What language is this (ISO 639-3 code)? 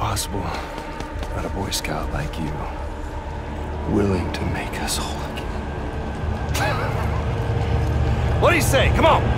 eng